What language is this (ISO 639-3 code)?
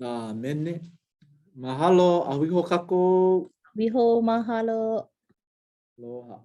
haw